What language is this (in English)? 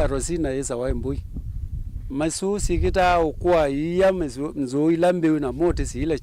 Kamba